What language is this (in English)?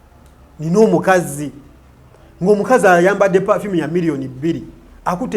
Ganda